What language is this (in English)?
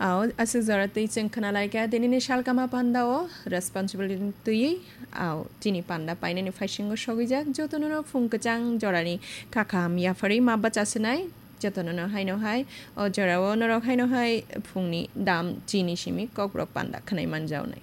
Kok Borok